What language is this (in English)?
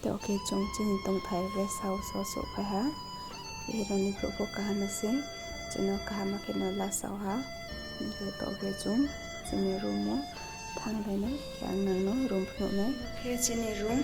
Riang (India)